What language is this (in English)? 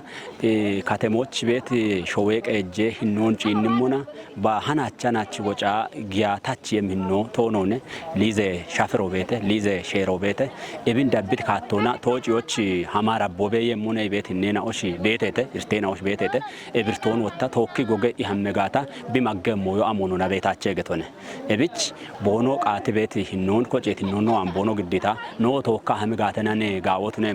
Kafa